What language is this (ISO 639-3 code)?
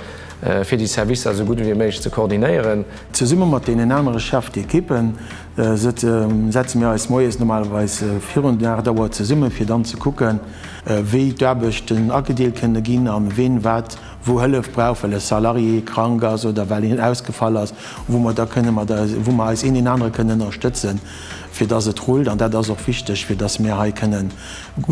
ltz